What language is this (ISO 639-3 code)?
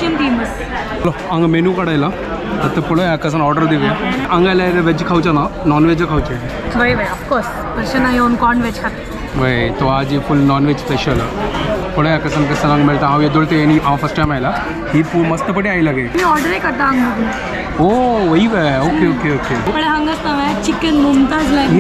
kok